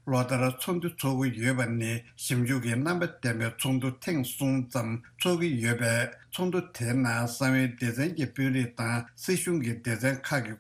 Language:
Tibetan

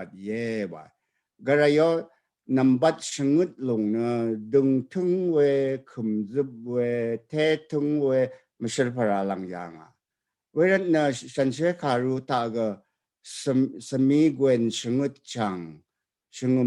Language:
Rawang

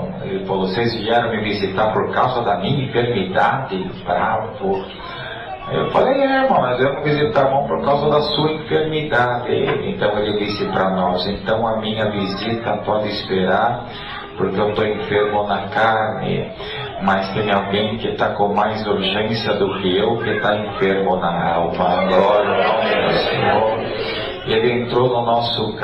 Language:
Portuguese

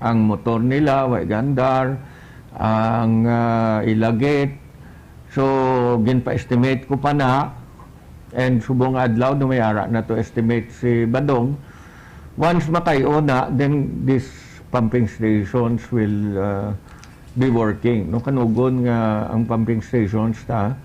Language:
Hiligaynon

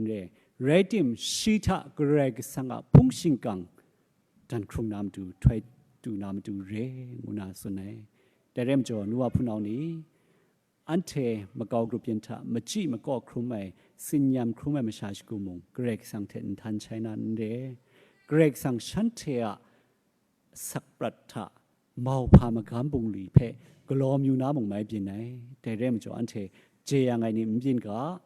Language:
Kachin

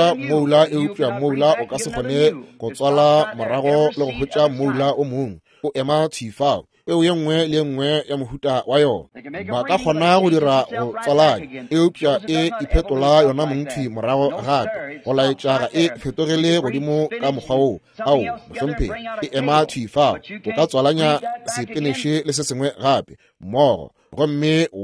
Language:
Northern Sotho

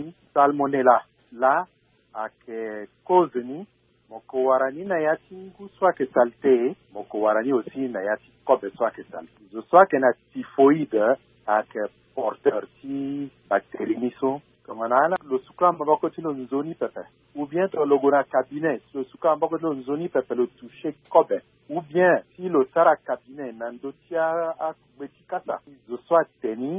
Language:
Sango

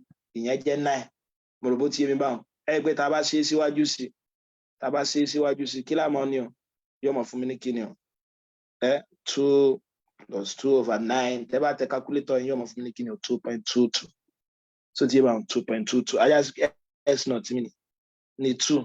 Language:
Yoruba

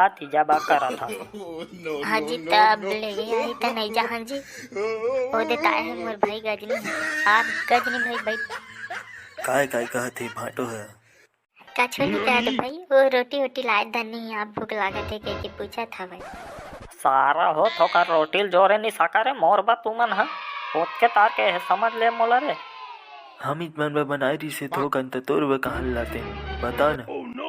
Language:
Chhattisgarhi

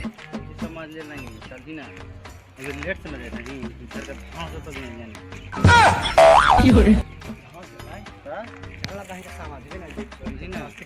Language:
Magahi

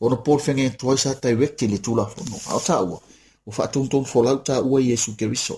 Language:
Samoan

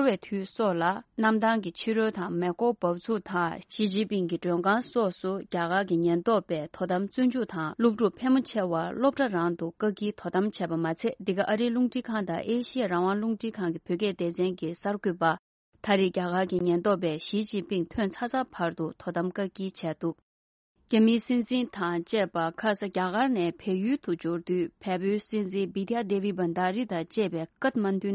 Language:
Tibetan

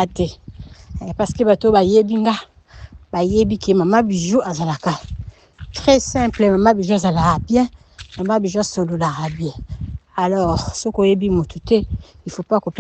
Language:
Lingala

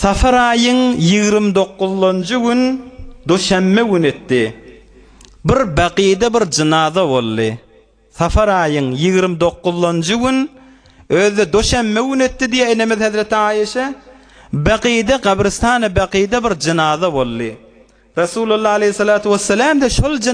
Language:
Turkmen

